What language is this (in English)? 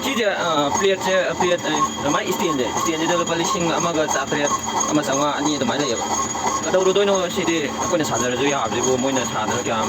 Manipuri